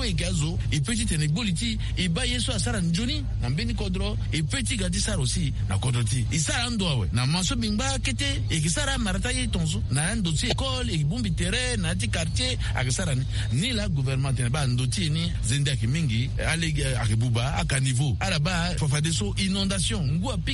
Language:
Sango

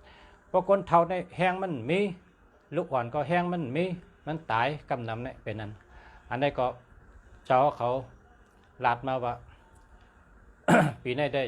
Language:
Shan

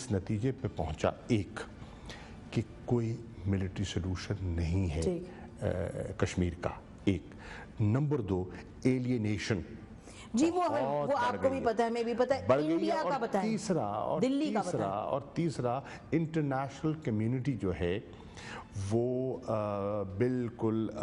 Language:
Urdu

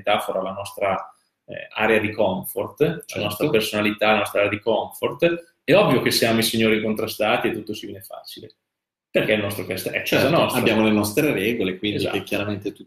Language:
Italian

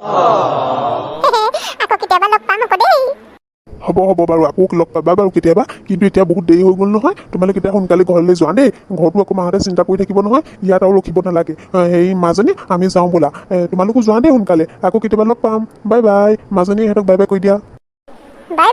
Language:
Assamese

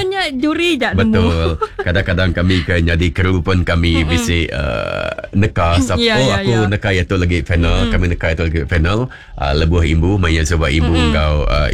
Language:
Iban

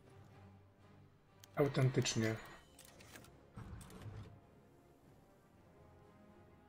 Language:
Polish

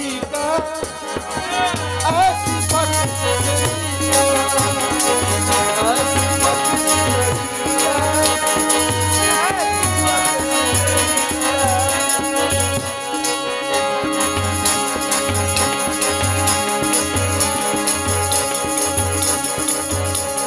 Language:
Punjabi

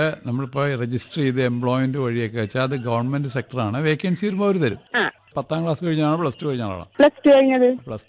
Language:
Malayalam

